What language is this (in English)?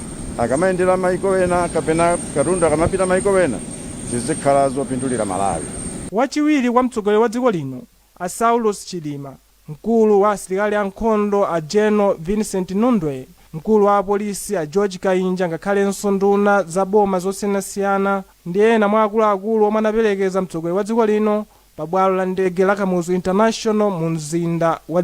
Nyanja